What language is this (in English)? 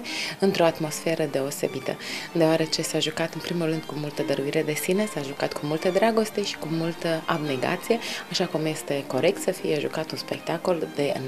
Romanian